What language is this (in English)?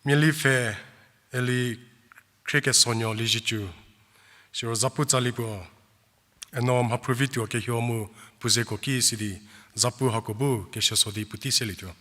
Angami Naga